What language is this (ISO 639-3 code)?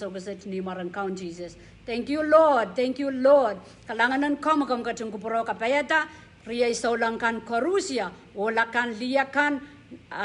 pon